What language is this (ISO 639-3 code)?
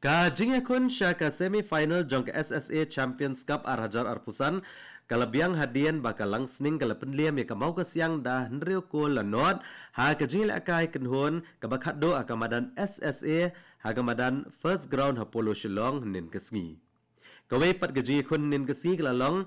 kha